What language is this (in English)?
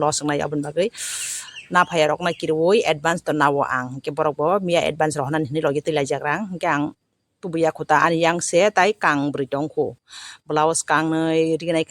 Kok Borok